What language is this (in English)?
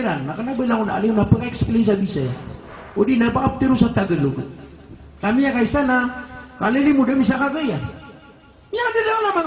Maranao